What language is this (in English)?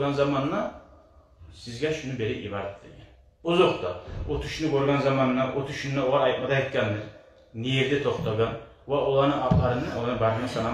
Kumyk